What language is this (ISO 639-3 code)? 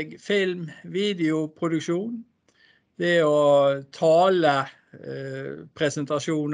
nor